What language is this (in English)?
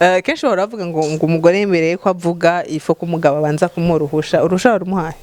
Rundi